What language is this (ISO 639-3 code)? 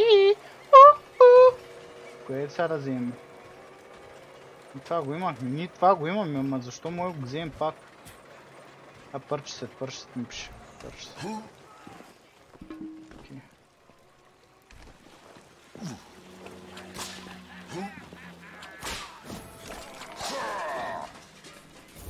bul